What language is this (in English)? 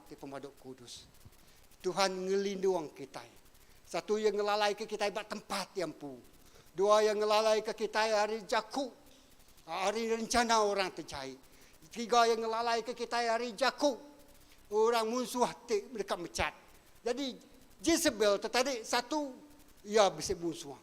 Iban